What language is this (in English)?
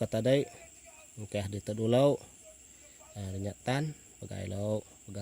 Iban